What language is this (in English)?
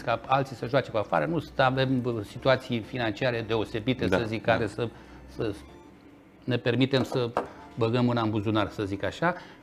Romanian